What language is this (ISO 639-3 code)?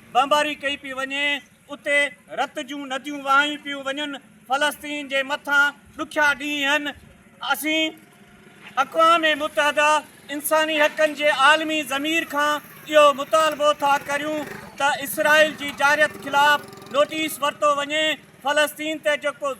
snd